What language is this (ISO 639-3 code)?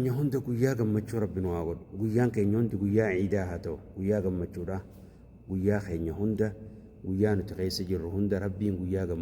orm